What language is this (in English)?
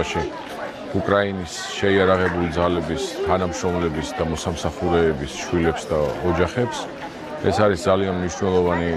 Georgian